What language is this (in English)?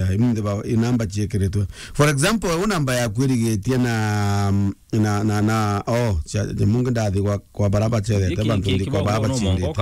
Meru